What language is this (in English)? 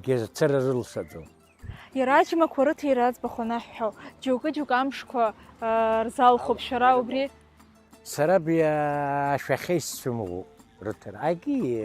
Abkhazian